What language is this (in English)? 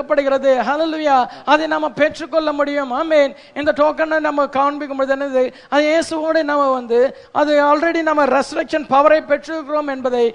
Tamil